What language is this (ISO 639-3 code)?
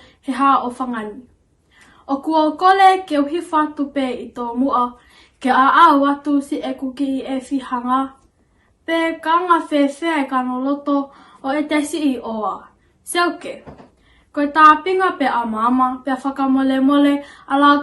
ton